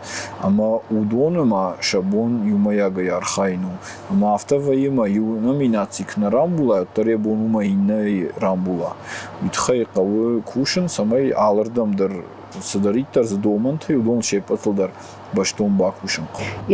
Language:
Ossetic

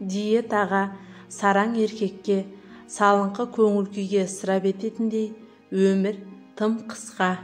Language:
Kazakh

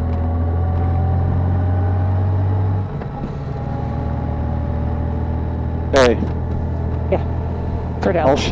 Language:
Dutch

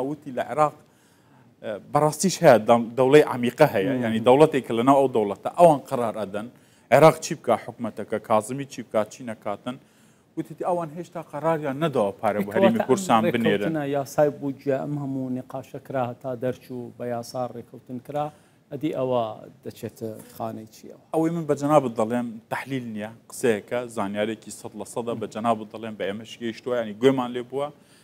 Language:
Central Kurdish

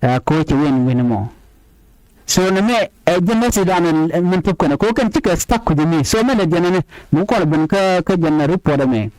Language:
Nuer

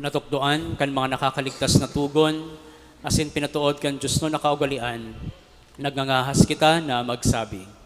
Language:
Bikol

